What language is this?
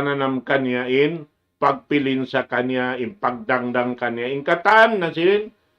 Tausug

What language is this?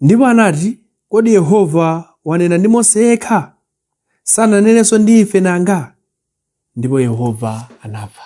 Nyanja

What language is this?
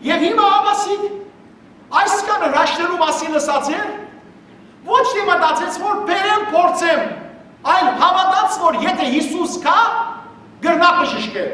Western Armenian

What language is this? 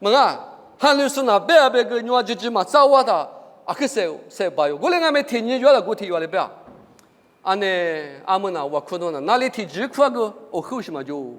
Lisu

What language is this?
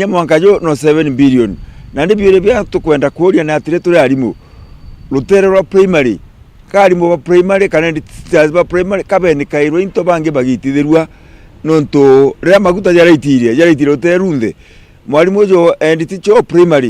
Meru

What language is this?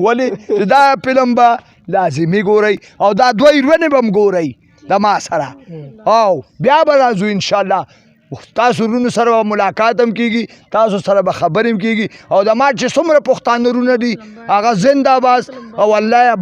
Pashto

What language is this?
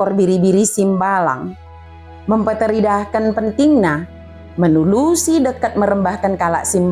Batak Dairi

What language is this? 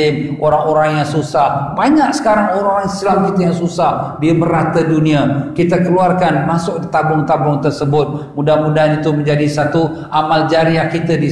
Malay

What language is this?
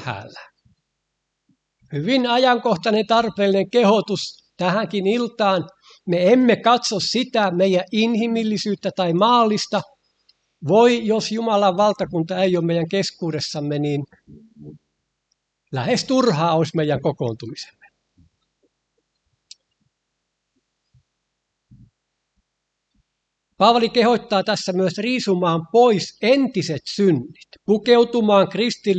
Finnish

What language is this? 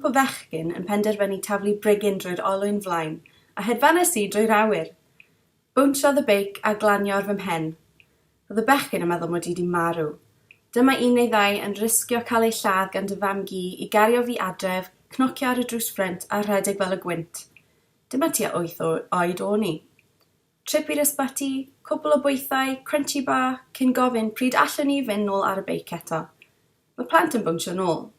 Welsh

